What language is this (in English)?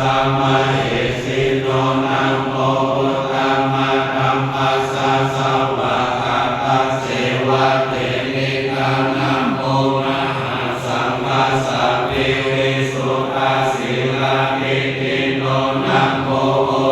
Pali